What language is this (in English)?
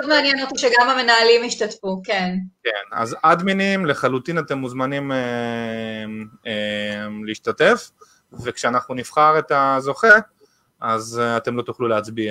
Hebrew